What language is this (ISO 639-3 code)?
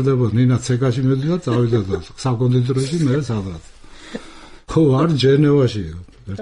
kat